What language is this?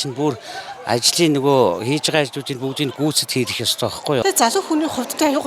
Mongolian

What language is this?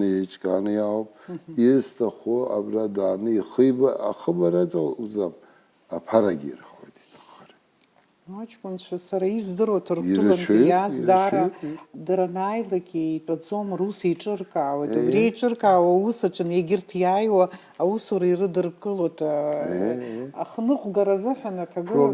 Abkhazian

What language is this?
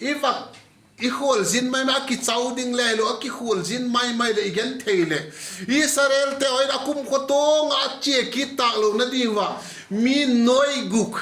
Vaiphei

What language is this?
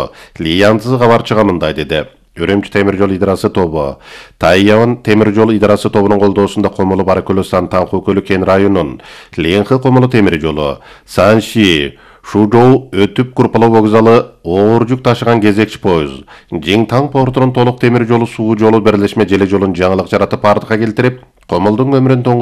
Kyrgyz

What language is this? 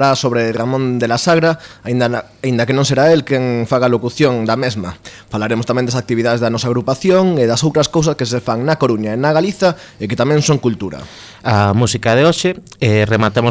Galician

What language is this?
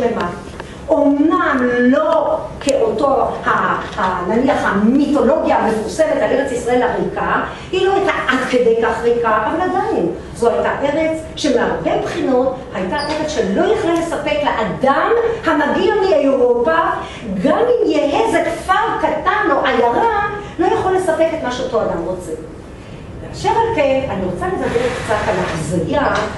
Hebrew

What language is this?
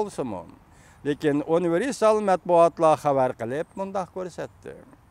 Uyghur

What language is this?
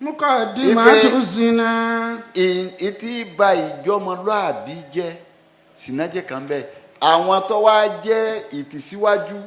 Yoruba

